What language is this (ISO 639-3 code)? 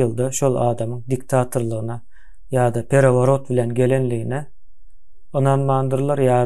tuk